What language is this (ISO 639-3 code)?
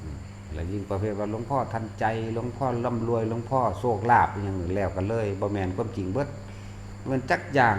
tts